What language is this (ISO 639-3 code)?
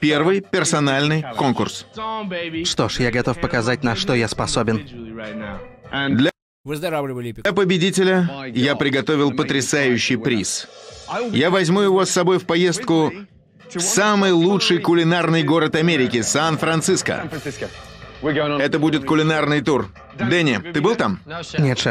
rus